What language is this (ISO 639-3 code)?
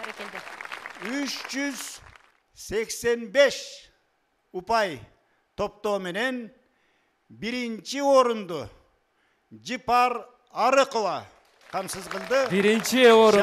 kir